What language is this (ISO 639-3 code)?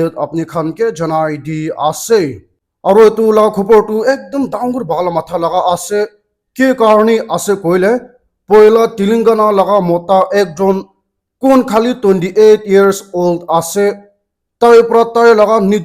nag